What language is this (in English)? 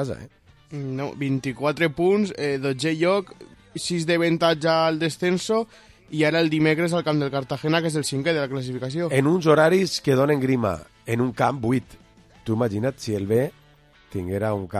Catalan